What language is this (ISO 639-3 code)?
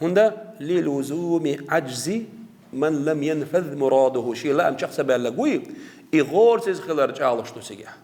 che